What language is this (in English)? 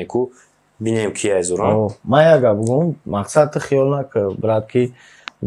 Tajik